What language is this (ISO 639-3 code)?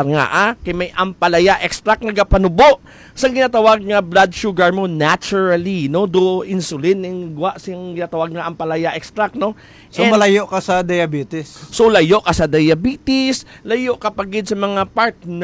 hil